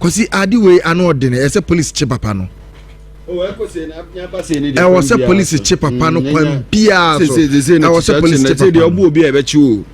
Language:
Akan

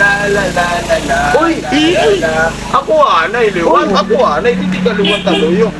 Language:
Waray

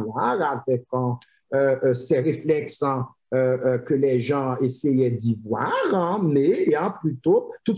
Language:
French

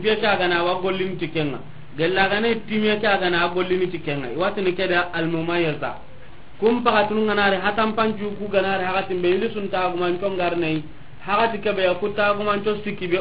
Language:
Soninke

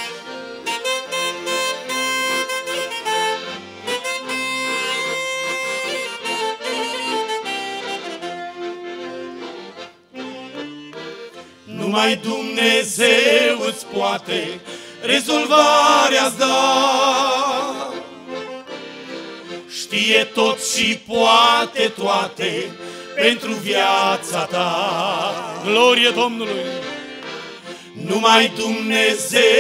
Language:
Romanian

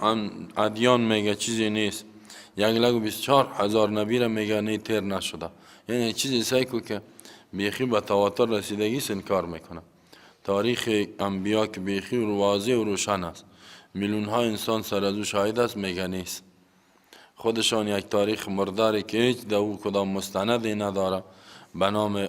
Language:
Persian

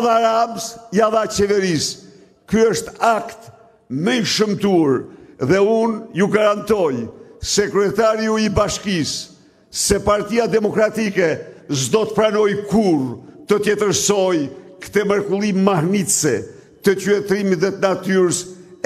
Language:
Albanian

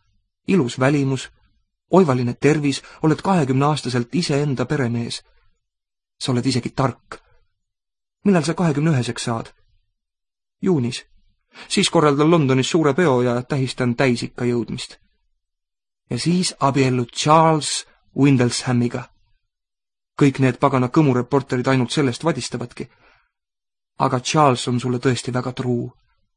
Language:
Estonian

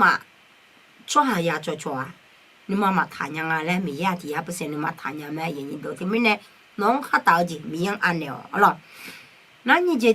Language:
Akha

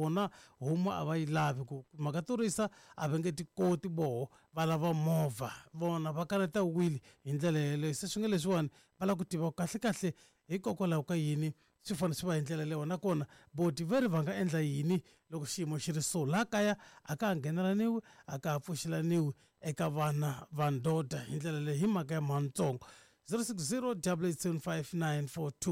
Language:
Tsonga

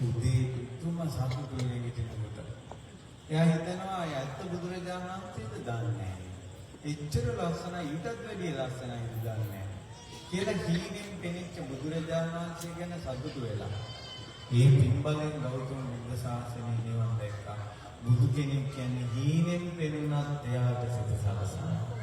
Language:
Sinhala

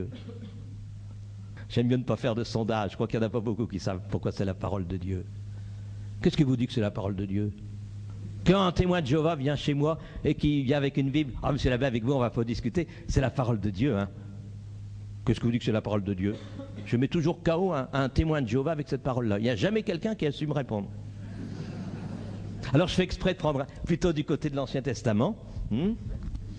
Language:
French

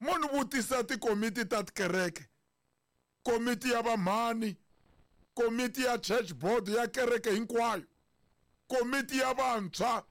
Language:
Tsonga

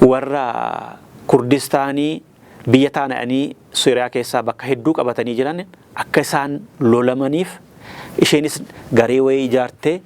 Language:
Oromo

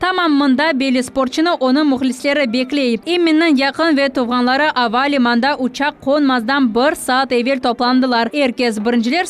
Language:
Crimean Tatar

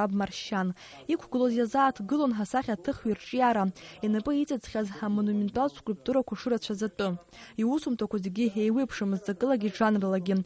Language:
Abkhazian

